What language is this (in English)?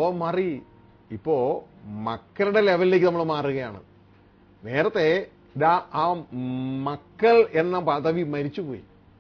Malayalam